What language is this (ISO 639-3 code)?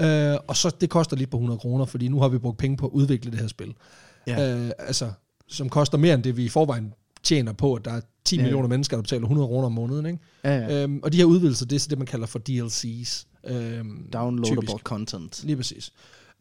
dan